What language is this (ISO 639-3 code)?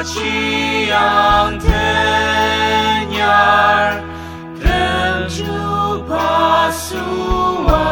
njo